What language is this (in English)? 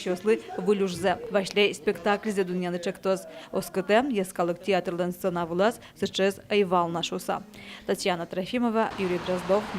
Udmurt